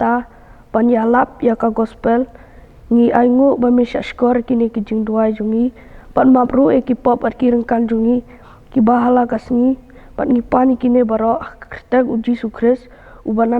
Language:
Khasi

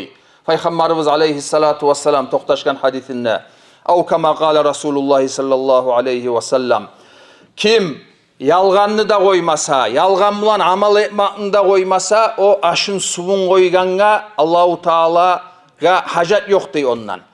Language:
Kumyk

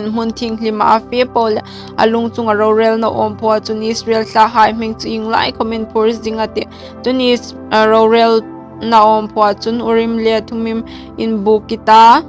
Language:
Hmar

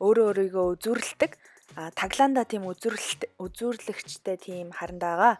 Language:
Mongolian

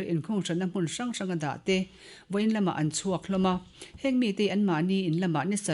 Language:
Mizo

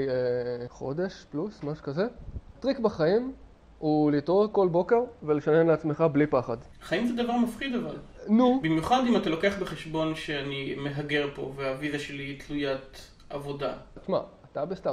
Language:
Hebrew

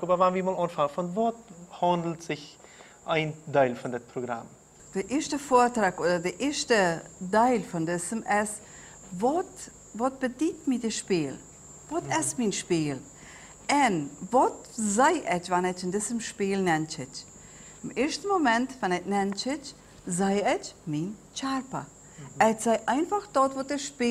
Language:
Plautdietsch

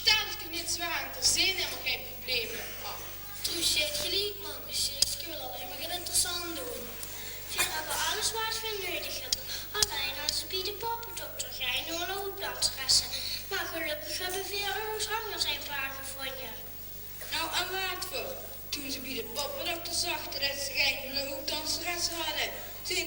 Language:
Limburgish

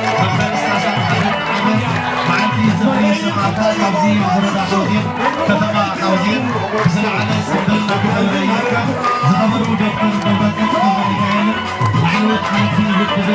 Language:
Tigrinya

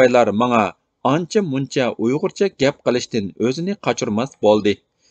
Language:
Uyghur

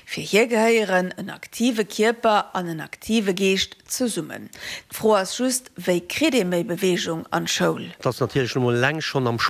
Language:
Luxembourgish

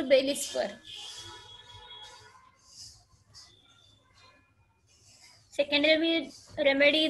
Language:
English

